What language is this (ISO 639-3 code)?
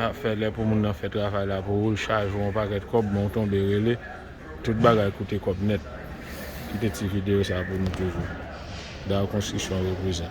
hat